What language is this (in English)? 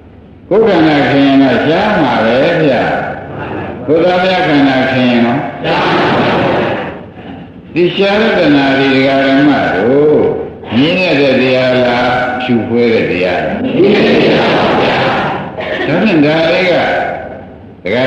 Burmese